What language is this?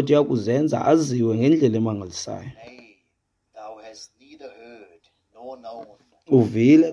Xhosa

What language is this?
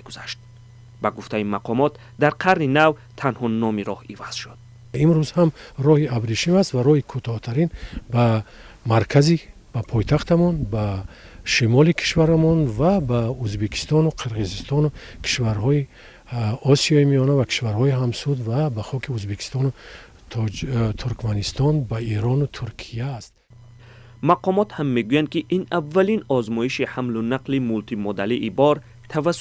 Tajik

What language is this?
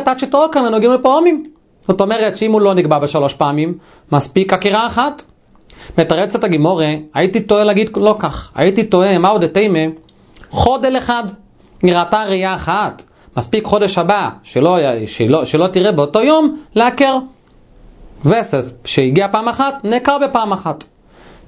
Hebrew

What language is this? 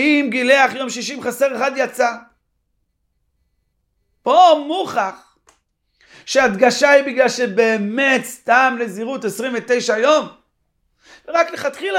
Hebrew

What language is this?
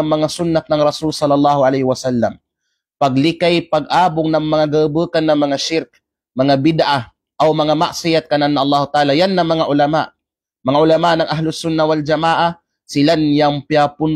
Kalagan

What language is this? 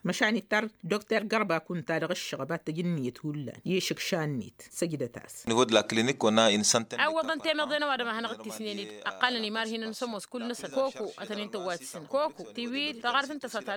Tamasheq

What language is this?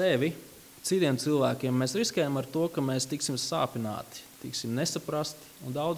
Latvian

